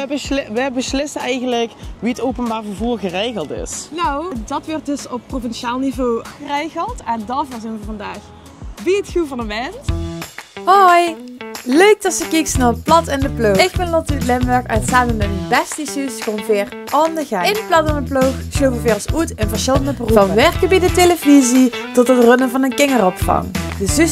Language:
Limburgish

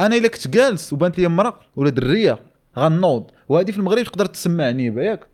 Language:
Moroccan Arabic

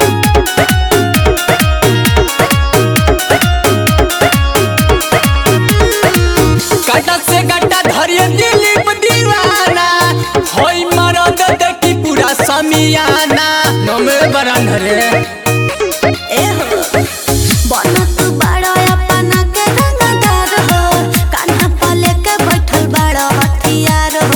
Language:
Bhojpuri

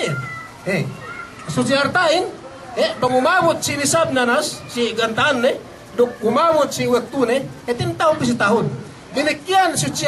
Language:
Yakan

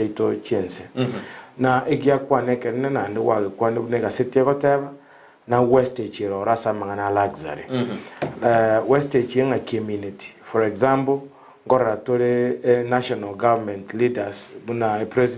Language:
Gusii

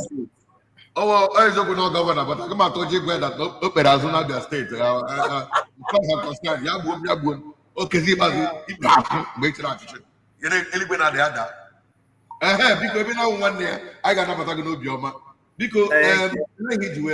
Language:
Igbo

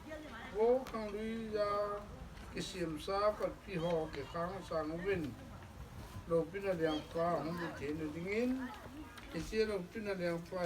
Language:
Thado Chin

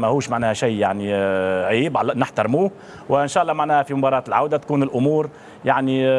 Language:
Tunisian Arabic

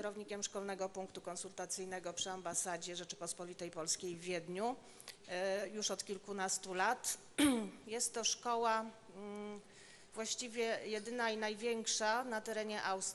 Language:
Polish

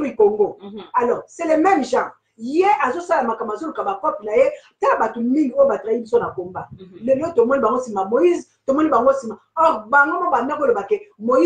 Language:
Lingala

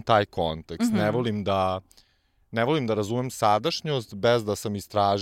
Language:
Serbian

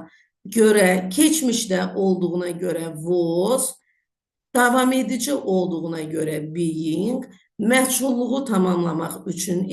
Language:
Azerbaijani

